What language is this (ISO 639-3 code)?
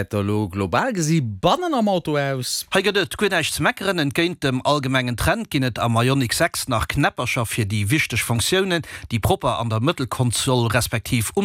ltz